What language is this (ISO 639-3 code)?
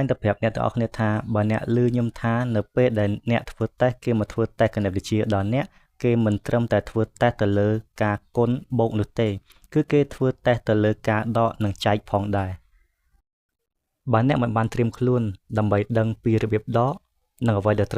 khm